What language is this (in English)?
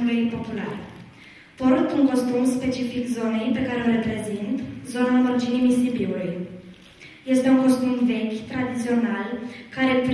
Romanian